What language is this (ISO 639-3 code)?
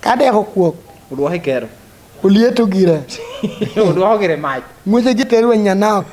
laj